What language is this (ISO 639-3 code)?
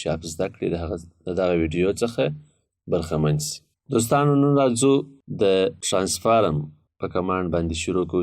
pus